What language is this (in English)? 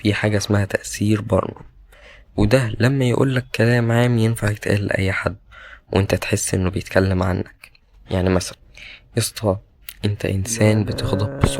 Egyptian Arabic